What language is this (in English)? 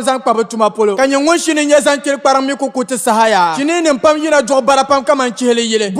Dagbani